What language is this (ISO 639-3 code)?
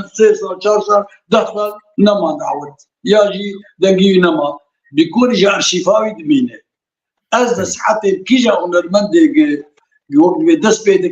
kur